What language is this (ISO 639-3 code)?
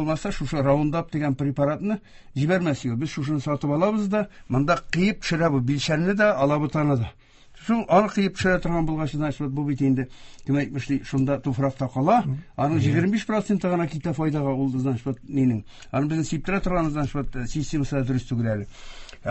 tat